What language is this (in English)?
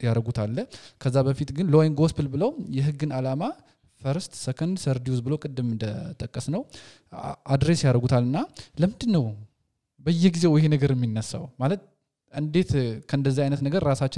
Amharic